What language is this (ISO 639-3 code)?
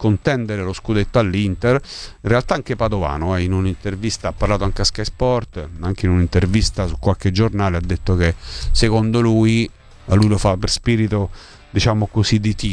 ita